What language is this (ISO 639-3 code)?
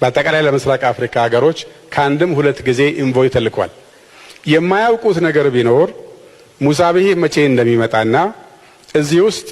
amh